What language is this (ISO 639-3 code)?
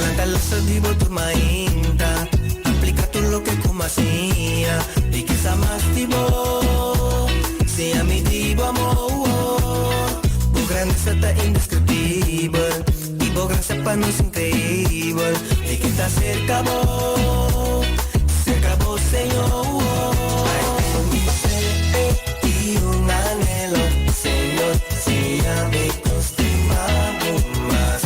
pap